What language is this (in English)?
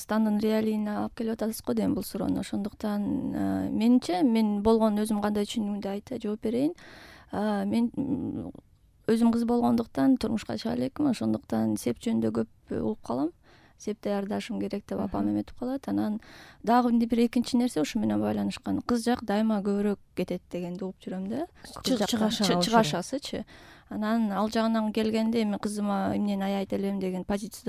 Kyrgyz